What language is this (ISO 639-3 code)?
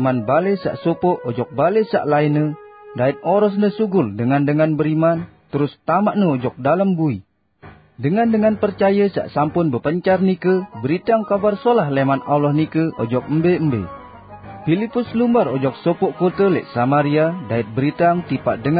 sas